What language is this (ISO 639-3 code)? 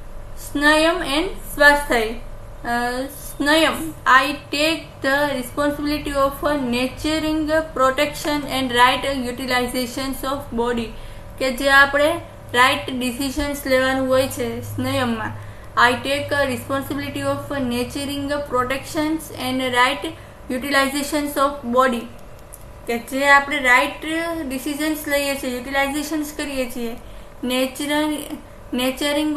guj